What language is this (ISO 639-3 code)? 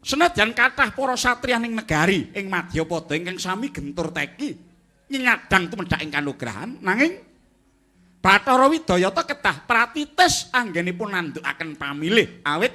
jav